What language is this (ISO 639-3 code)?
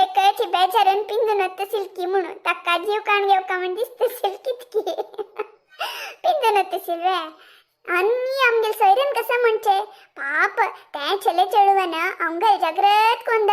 kok